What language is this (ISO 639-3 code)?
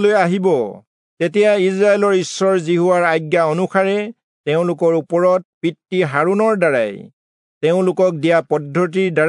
asm